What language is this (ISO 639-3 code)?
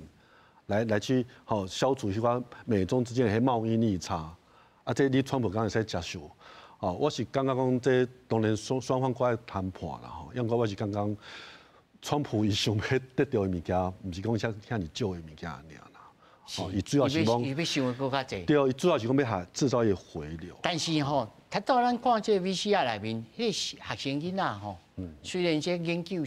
nan